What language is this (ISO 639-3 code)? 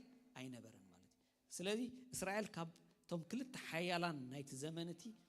tir